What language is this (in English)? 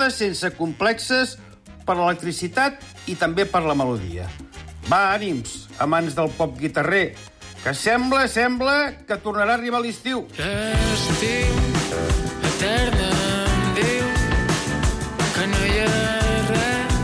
Catalan